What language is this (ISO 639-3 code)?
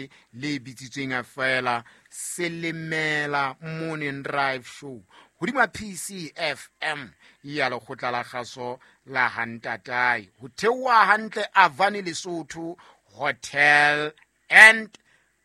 sot